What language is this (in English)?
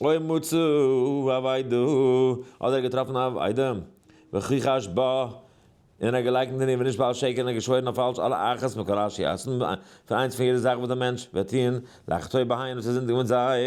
Yiddish